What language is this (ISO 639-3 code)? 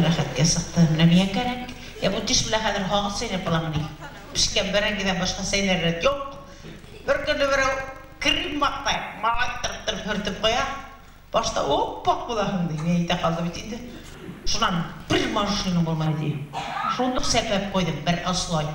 bak